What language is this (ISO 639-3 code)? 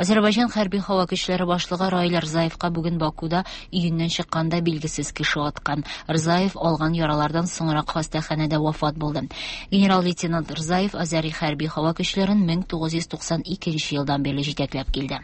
tat